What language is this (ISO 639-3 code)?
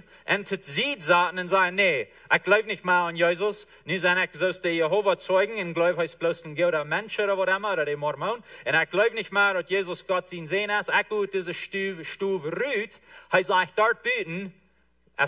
pdt